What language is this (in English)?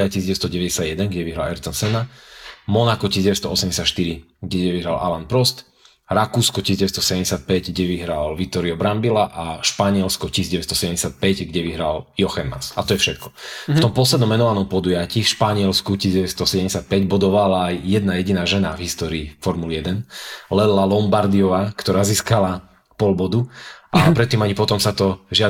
Slovak